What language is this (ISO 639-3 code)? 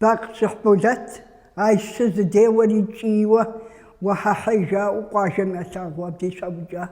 kbd